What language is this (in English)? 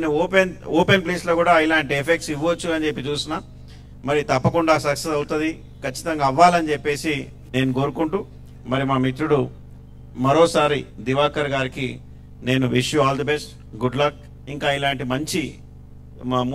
Telugu